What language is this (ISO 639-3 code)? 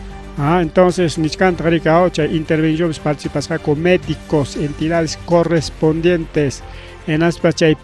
quy